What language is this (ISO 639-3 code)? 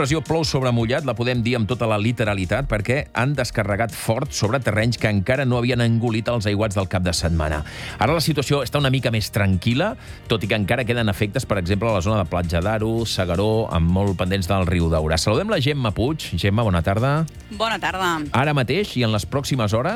cat